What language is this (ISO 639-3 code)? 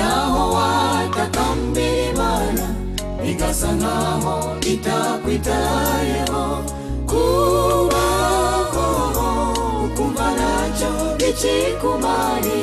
kin